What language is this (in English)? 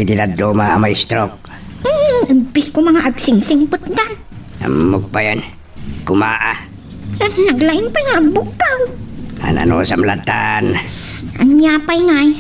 Iloko